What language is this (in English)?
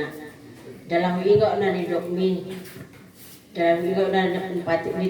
Batak Toba